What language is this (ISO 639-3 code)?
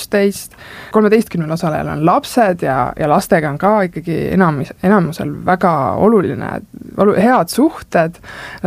est